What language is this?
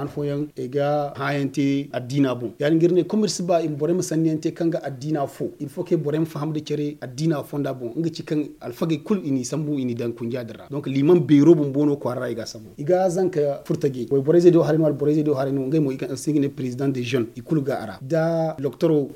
Zarma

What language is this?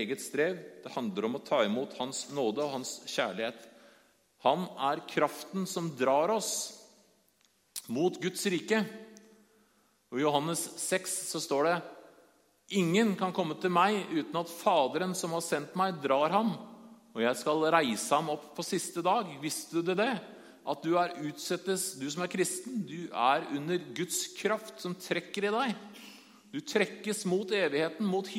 Norwegian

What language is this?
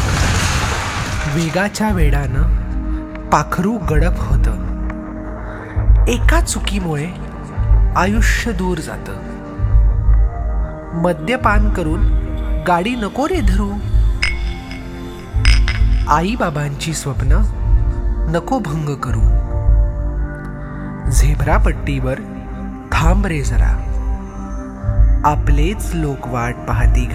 Marathi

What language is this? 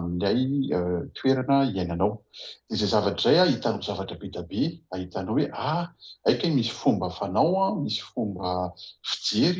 Malagasy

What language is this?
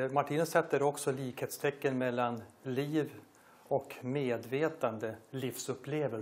Swedish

